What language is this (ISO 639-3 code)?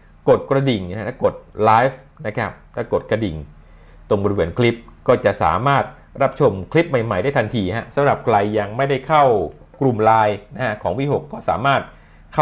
tha